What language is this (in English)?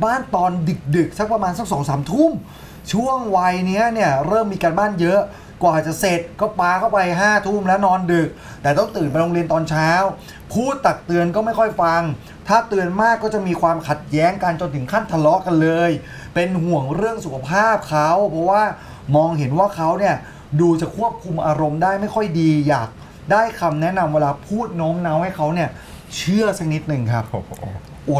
Thai